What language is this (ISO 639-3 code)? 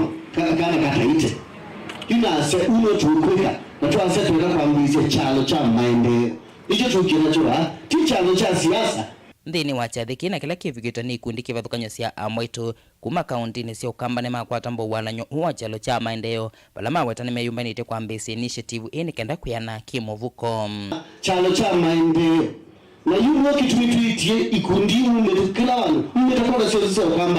kam